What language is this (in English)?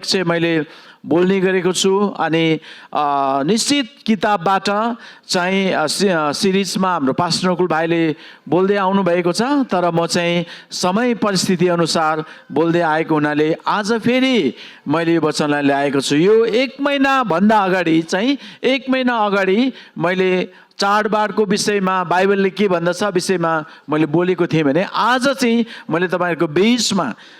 Nepali